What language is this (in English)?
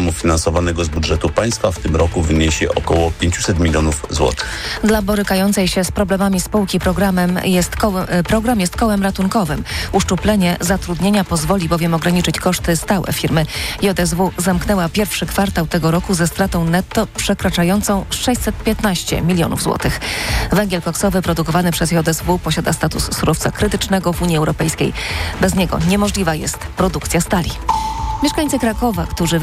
Polish